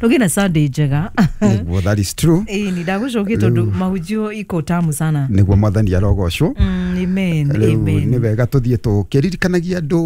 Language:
Kikuyu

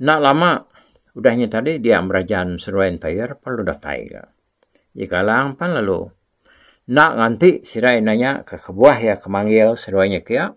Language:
Iban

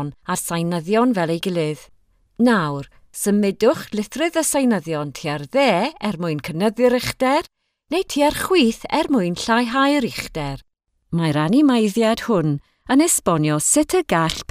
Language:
Welsh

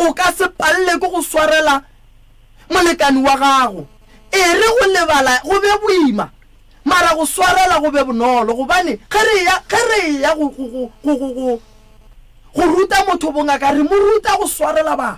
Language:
Northern Sotho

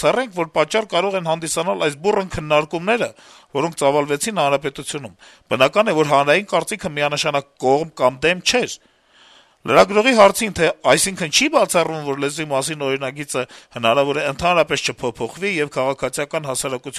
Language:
Armenian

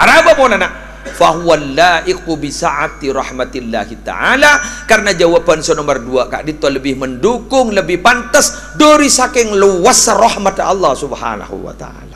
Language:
Madurese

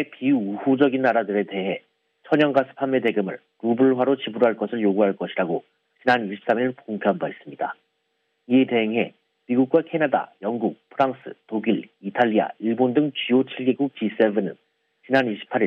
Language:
Korean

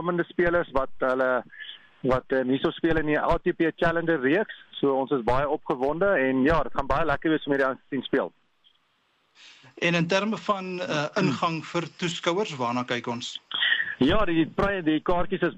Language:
Afrikaans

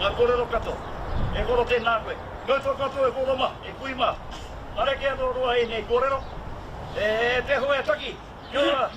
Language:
Māori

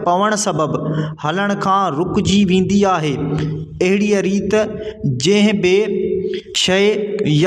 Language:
Sindhi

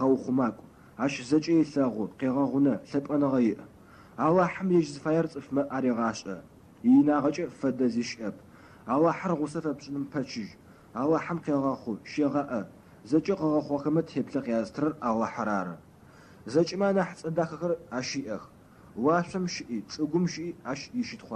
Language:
Adyghe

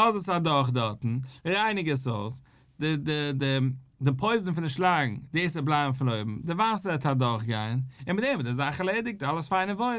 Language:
Yiddish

